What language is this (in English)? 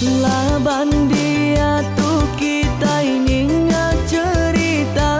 Iban